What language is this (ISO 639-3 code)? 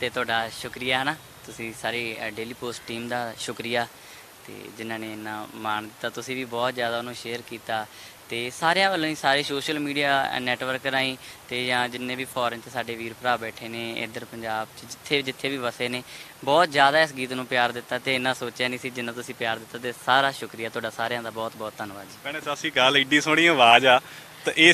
pan